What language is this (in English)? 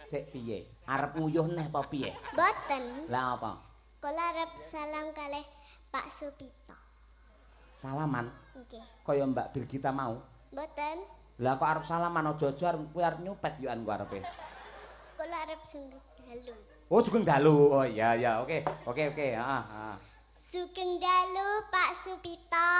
Javanese